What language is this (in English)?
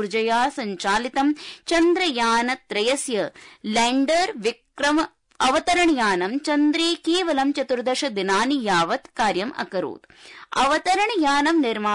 Sanskrit